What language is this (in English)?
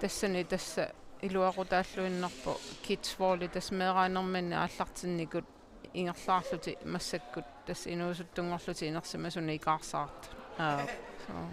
Kalaallisut